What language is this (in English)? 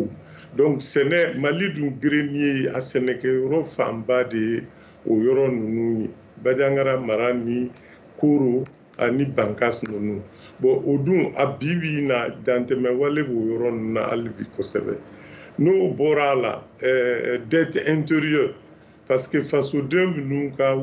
Bambara